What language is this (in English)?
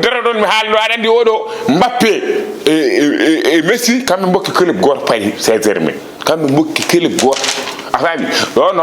Fula